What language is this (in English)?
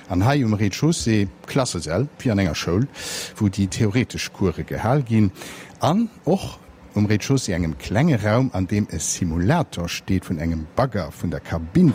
Luxembourgish